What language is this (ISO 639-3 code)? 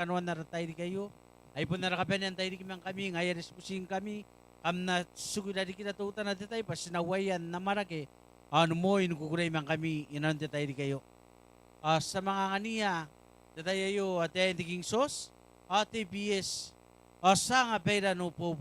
gil